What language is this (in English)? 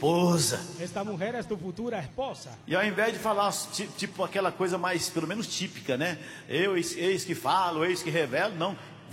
Portuguese